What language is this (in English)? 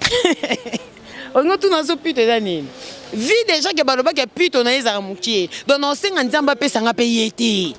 Lingala